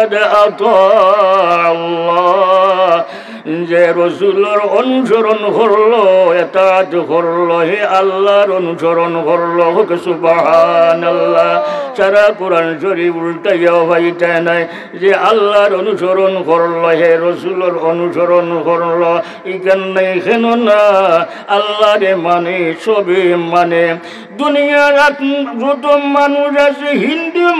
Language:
Sylheti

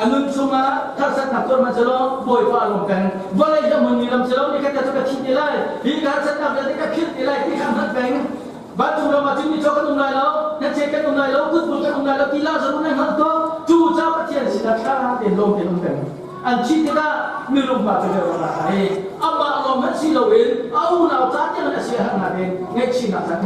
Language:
Hakha Chin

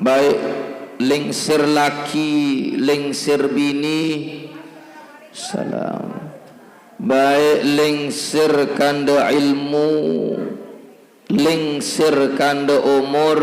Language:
Sasak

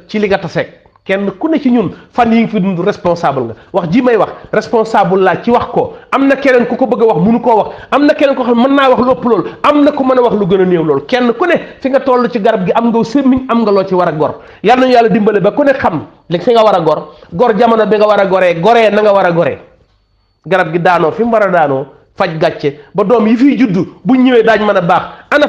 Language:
Wolof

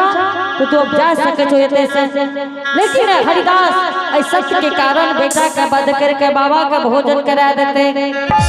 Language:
Angika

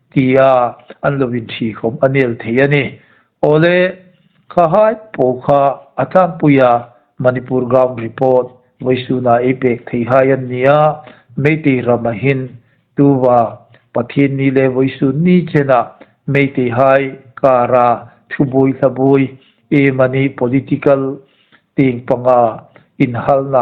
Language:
Hmar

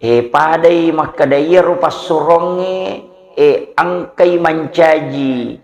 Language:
Buginese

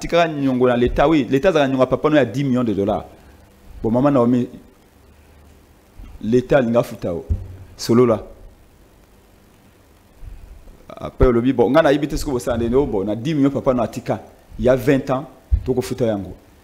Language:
French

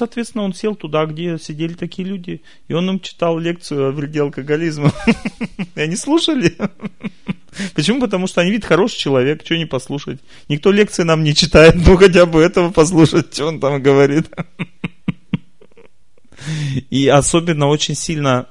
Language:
Russian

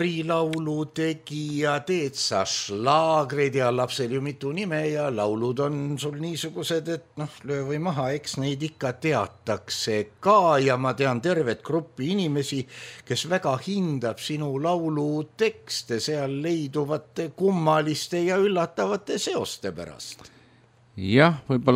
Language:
Estonian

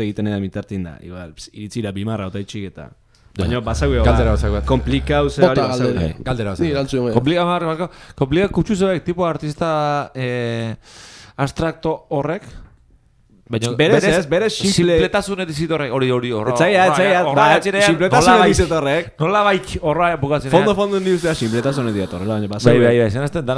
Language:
Basque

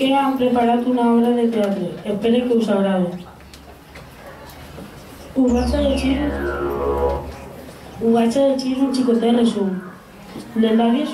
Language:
Catalan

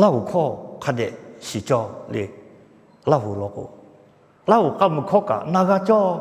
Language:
Lahu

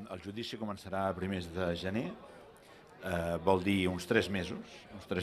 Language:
Catalan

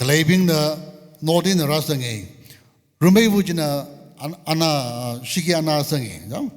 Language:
Tangkhul Naga (India)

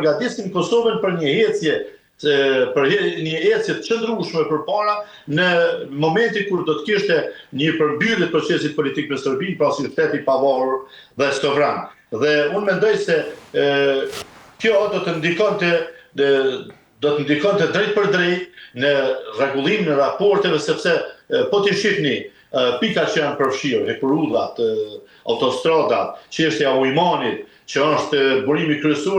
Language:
Albanian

